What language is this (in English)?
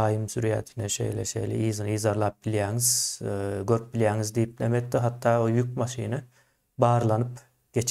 Turkmen